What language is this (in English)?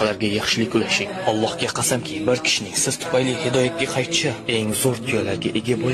Uzbek